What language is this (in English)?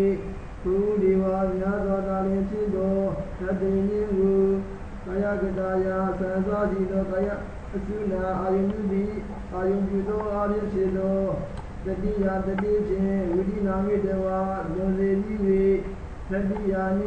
Burmese